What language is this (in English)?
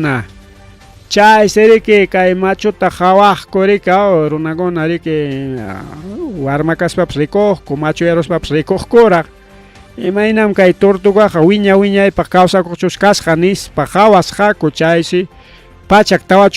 Ayacucho Quechua